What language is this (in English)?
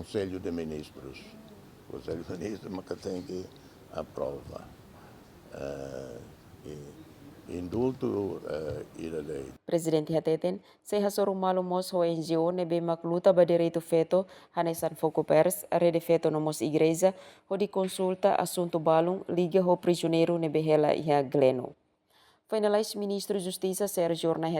Tetum